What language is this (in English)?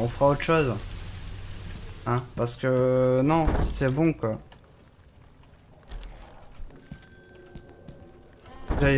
French